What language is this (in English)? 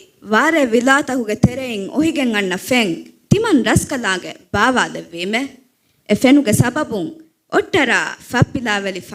Divehi